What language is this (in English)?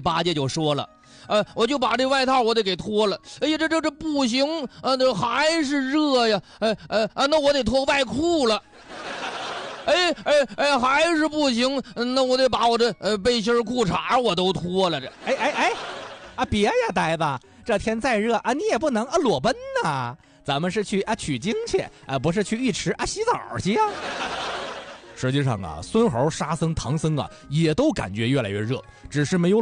Chinese